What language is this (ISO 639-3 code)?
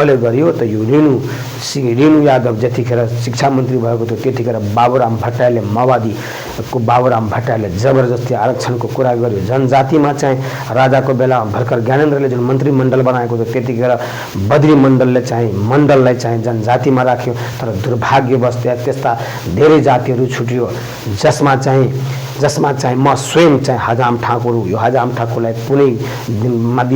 nep